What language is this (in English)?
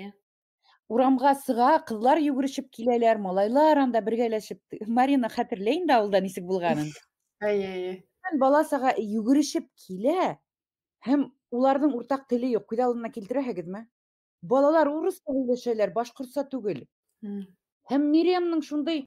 Bashkir